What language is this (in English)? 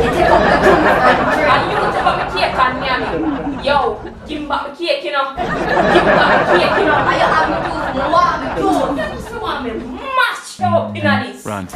Jamaican Creole English